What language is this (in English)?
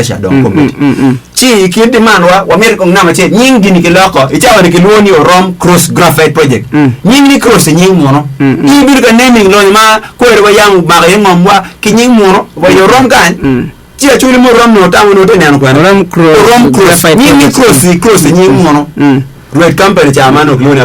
Acoli